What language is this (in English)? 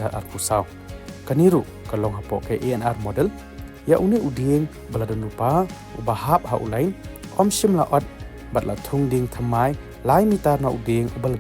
Khasi